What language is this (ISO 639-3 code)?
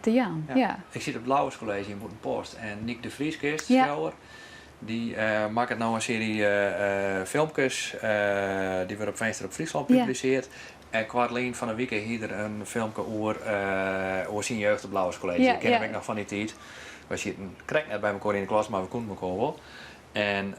fry